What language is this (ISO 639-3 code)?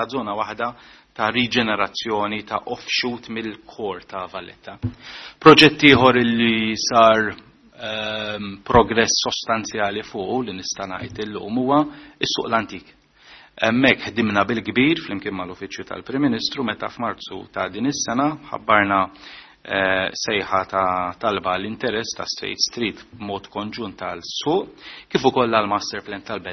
mlt